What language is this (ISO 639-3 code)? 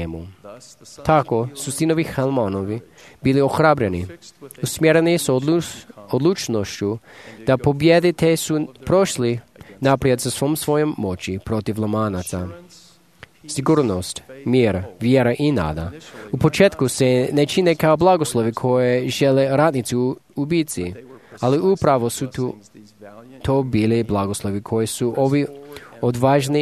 hrv